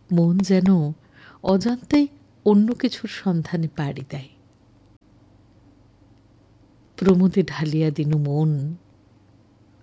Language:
Bangla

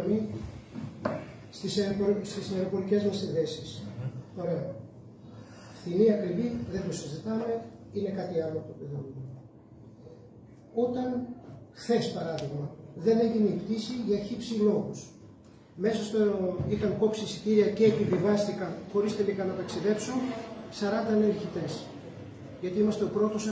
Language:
Greek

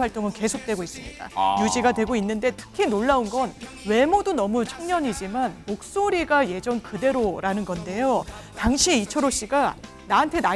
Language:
Korean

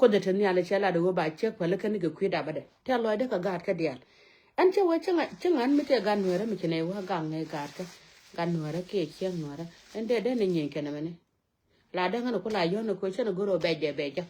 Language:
Nuer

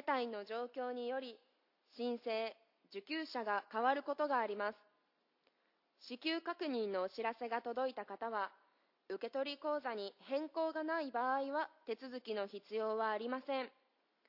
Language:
Japanese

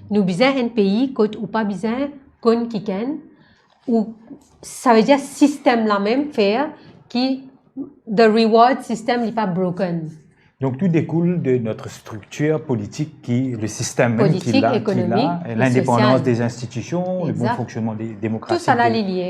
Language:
Morisyen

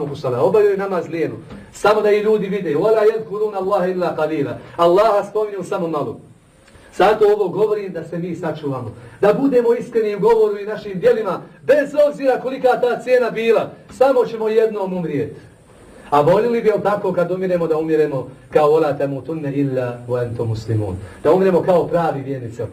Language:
Bosnian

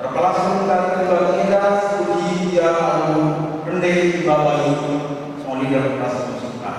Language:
Batak Karo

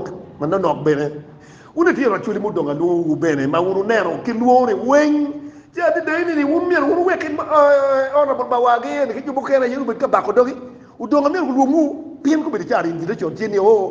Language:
Acoli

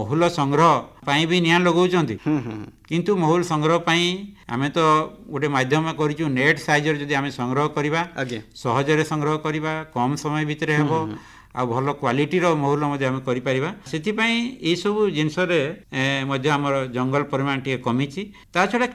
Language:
Odia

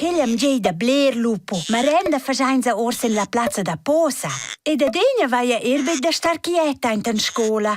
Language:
Romansh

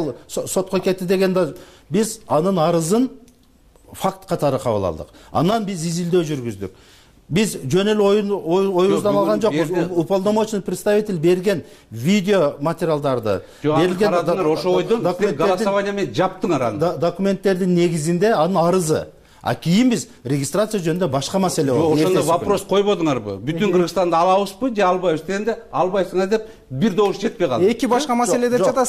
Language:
Kyrgyz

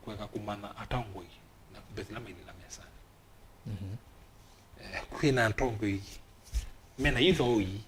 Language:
Kamba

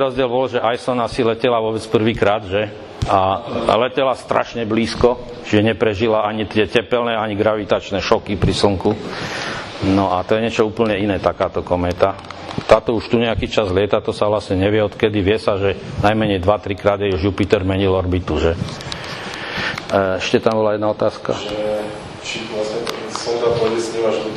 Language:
Slovak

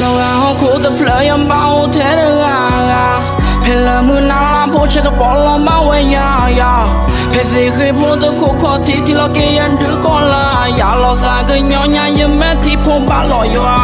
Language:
S'gaw Karen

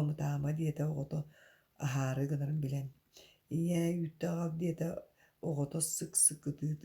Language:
Yakut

